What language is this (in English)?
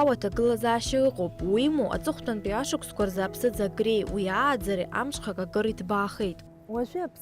Abkhazian